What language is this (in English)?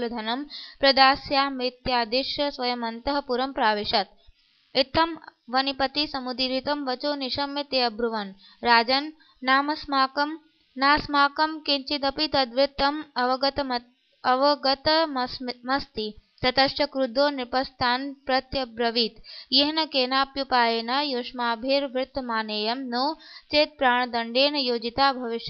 Sanskrit